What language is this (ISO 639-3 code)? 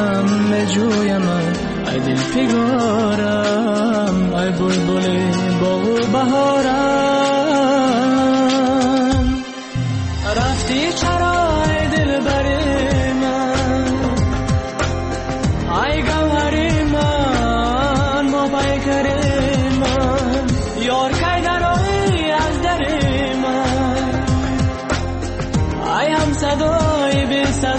fas